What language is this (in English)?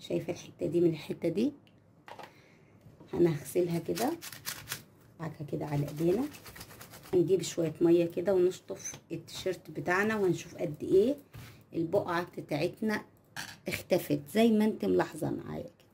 Egyptian Arabic